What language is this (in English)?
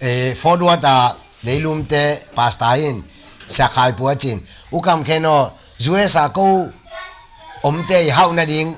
Tedim Chin